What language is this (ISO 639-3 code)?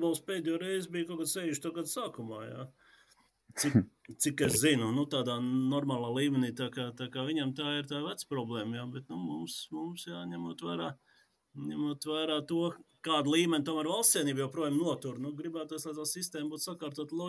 lav